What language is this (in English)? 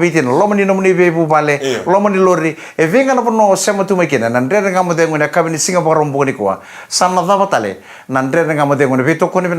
Fijian